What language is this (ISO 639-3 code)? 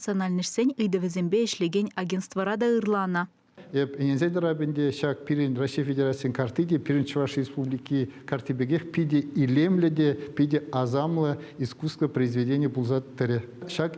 chv